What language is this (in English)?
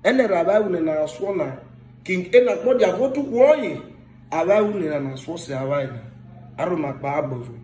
Urhobo